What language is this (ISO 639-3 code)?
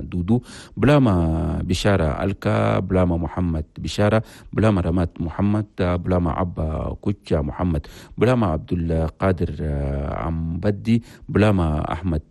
shu